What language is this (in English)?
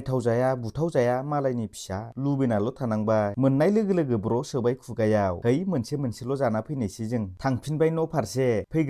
Bodo